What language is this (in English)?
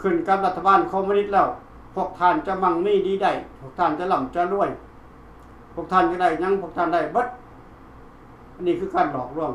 Lao